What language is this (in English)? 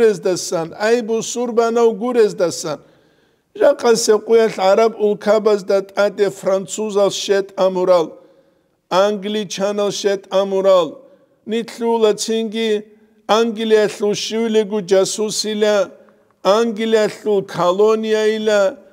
Avaric